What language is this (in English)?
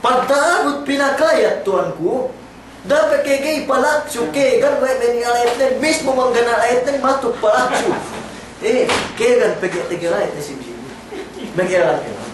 Yakan